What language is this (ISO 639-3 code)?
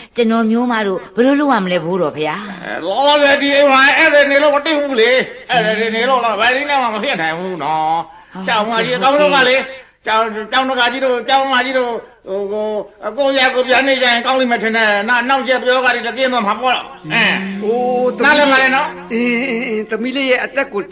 mya